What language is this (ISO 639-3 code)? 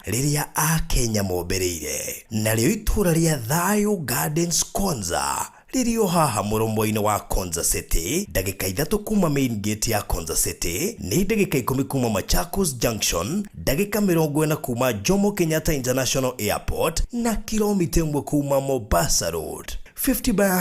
kik